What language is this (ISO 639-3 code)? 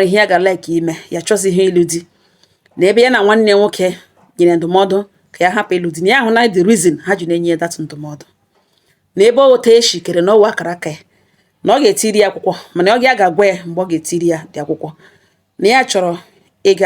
ibo